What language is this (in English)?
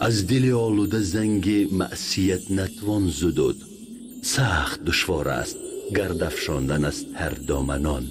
Tajik